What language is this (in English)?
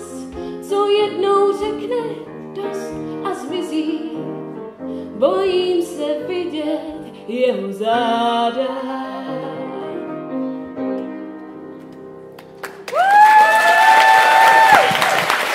Czech